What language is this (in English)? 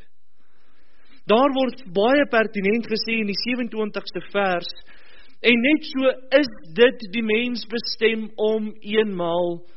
Afrikaans